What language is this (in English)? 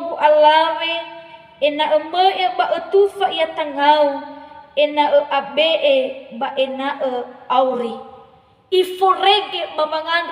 Nias